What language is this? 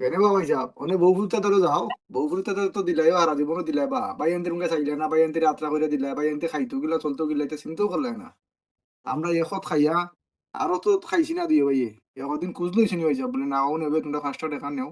Sylheti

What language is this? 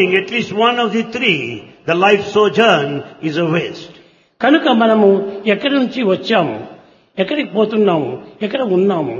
Telugu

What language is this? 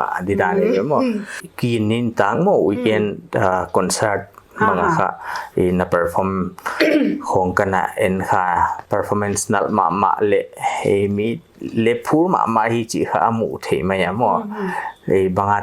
Paite Chin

